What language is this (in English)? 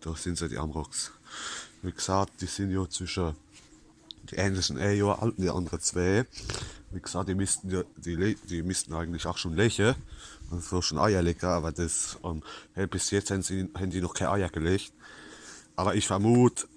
Palatine German